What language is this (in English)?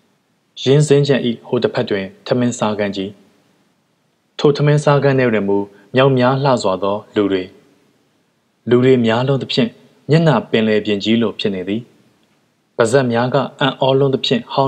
Burmese